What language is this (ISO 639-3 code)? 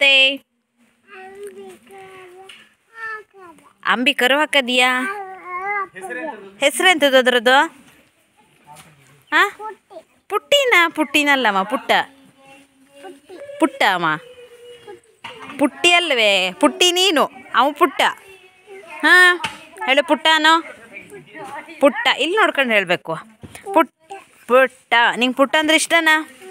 kan